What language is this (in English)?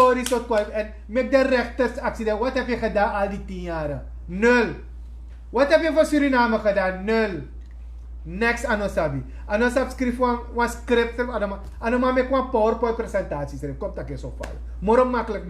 Sranan Tongo